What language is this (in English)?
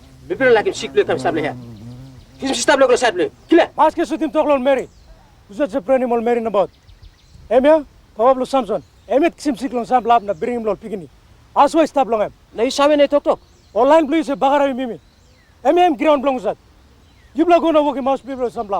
Tok Pisin